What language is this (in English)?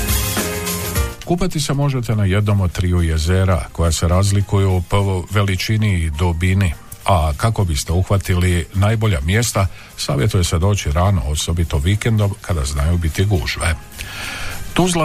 Croatian